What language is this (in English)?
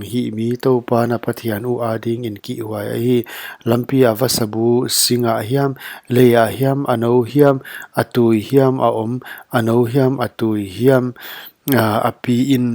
Paite Chin